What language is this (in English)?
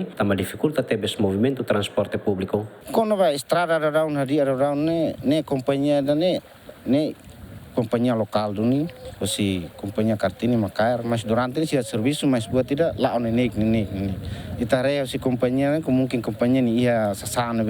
Tetum